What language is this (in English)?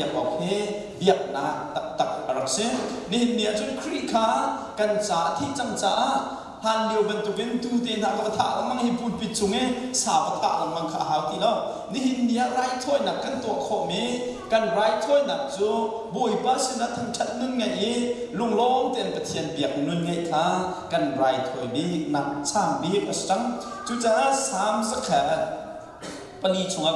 Hakha Chin